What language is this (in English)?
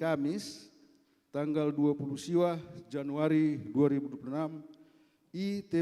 Batak Karo